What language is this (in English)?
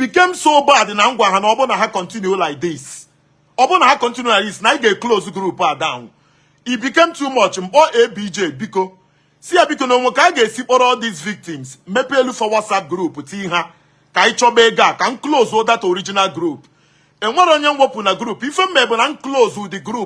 Igbo